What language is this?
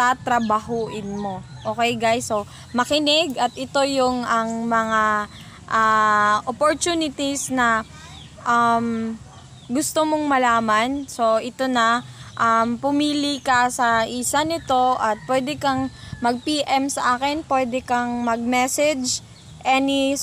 Filipino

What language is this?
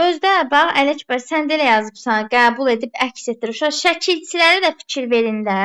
Azerbaijani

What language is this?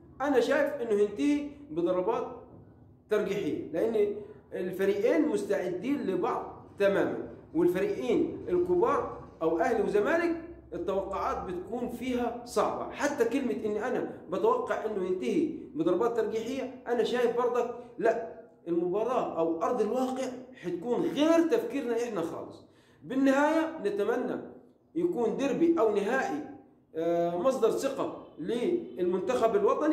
Egyptian Arabic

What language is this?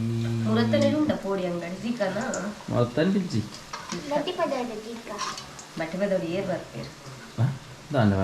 Tulu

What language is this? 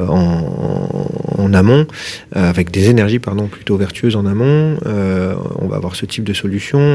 French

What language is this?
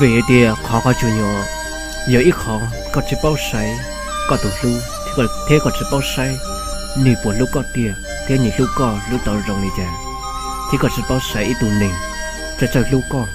Hmong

